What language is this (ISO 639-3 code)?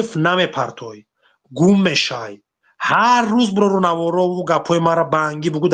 tgk